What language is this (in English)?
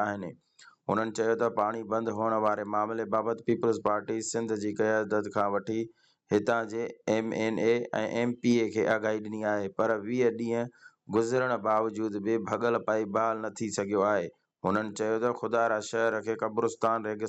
Sindhi